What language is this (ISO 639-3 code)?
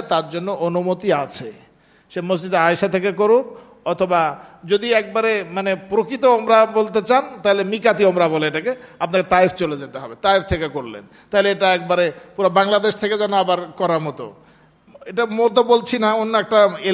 ben